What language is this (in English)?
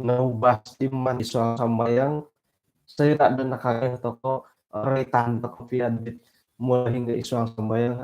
Central Dusun